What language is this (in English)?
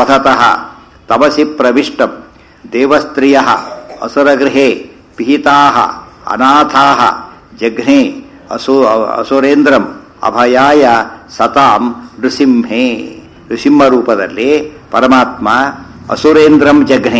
Kannada